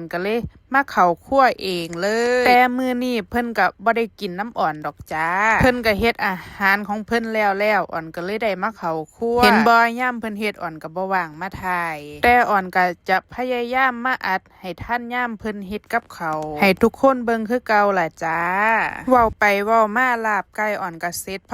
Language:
Northeastern Thai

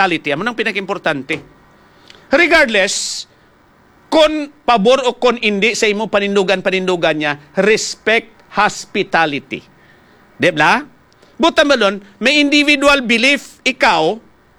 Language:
Hiligaynon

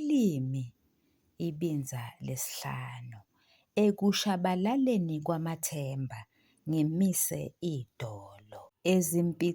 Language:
Zulu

